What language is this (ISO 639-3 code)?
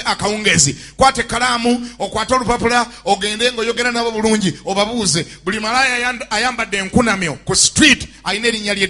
lug